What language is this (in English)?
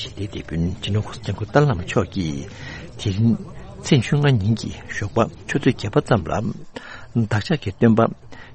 Tibetan